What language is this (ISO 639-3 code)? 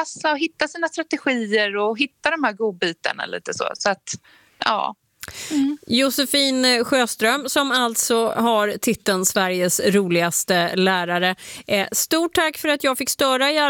swe